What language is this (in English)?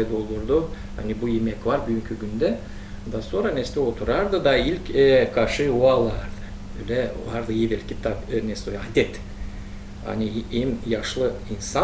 Gagauz